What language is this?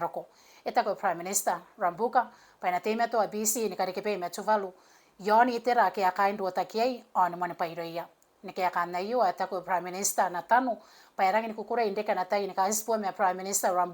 Gilbertese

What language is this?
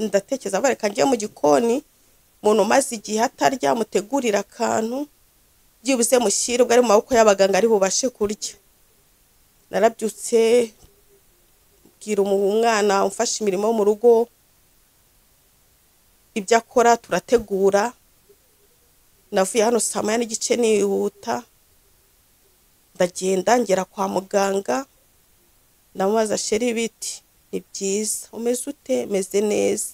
Kinyarwanda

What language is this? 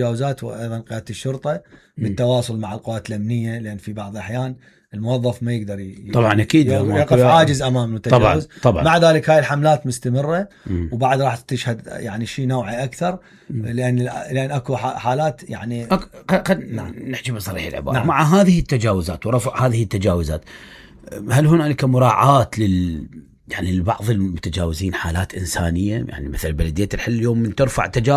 Mesopotamian Arabic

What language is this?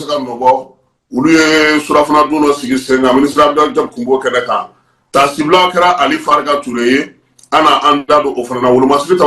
Bambara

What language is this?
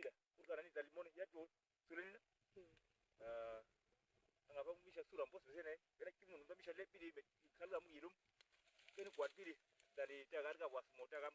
Uduk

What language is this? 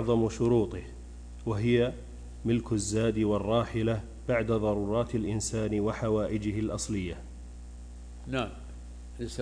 Arabic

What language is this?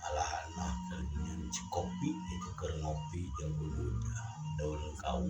Sundanese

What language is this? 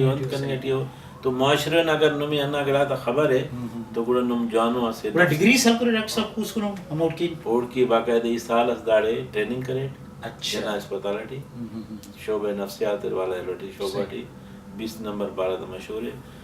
Brahui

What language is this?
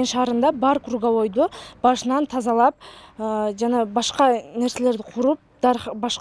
Kyrgyz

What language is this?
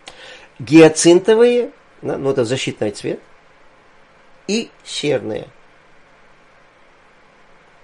Russian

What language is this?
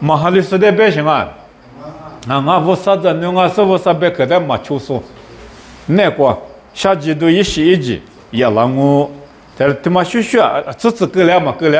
Lisu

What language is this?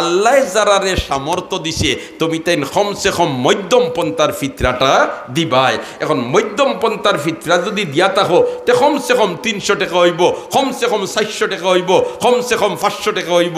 Sylheti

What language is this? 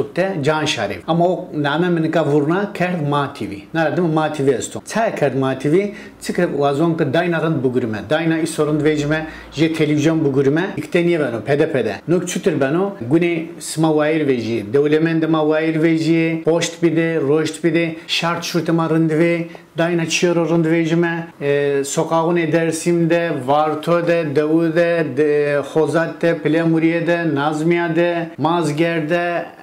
Zaza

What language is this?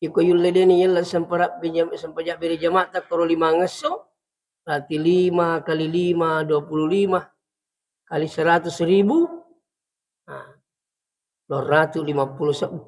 Buginese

